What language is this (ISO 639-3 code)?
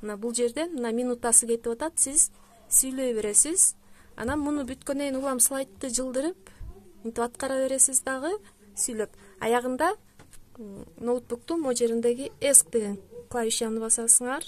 kir